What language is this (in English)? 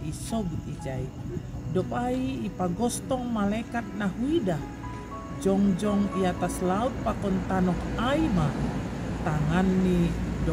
Batak Simalungun